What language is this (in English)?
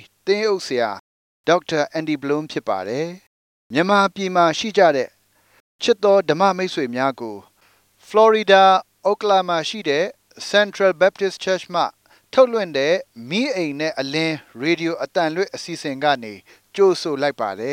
Burmese